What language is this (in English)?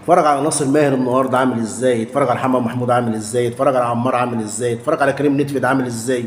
Egyptian Arabic